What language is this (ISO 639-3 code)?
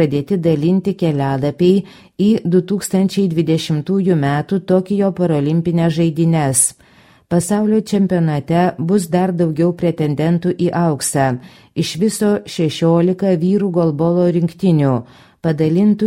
lit